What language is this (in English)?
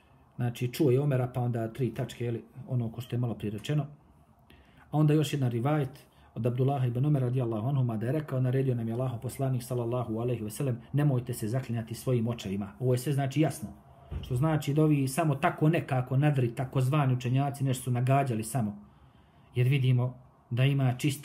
Bosnian